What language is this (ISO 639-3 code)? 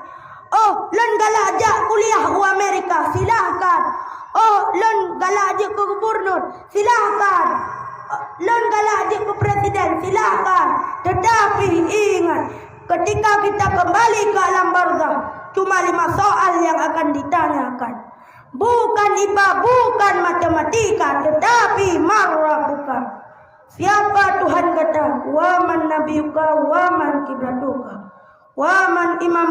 ace